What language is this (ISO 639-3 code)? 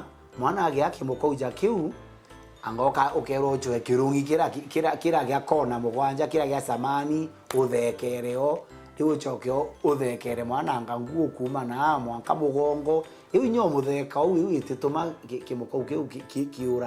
mer